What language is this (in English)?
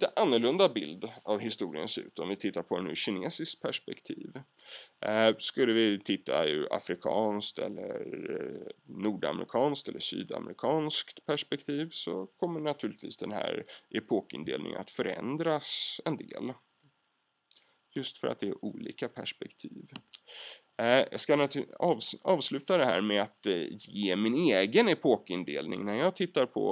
Swedish